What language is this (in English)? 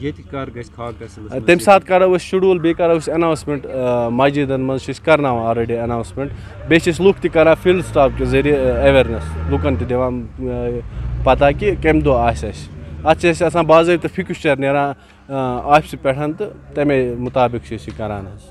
Kashmiri